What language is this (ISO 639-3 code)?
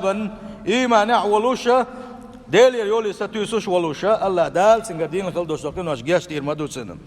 che